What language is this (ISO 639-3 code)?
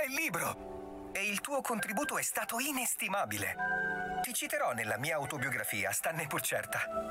ita